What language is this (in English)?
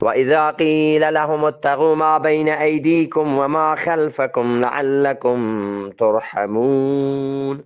Eastern Balochi